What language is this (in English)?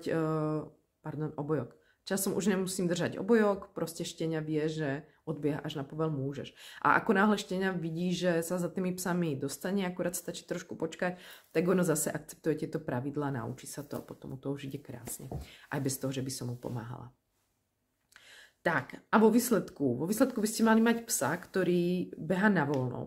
Slovak